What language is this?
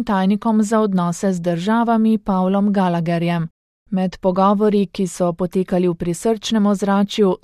Slovenian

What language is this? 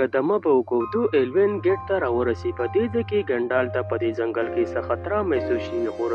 Pashto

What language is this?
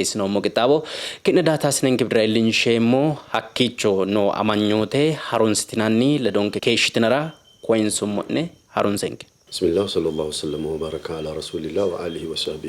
Sidamo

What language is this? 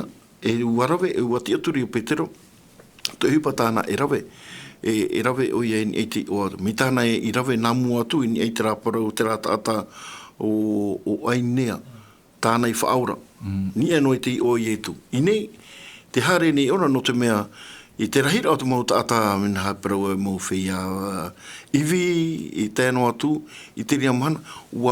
Tahitian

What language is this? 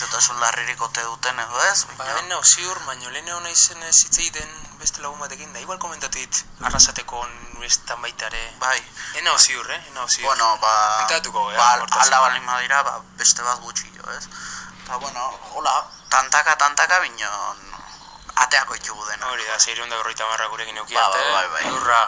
Basque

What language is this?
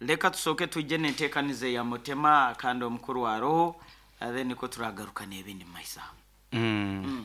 Nyankole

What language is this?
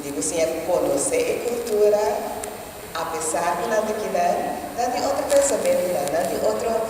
Papiamento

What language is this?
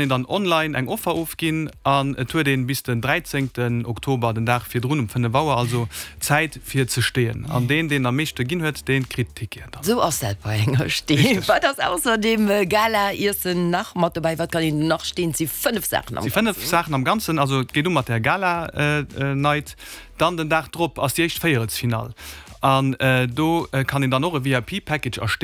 Luxembourgish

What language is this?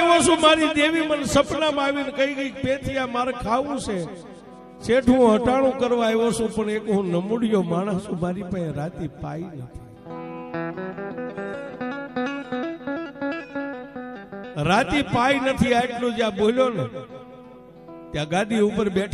Gujarati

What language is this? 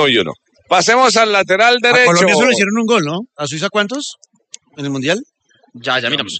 Spanish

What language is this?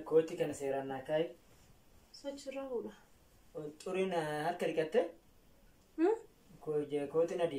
Oromo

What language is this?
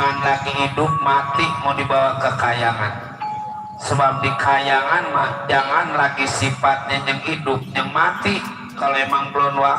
Betawi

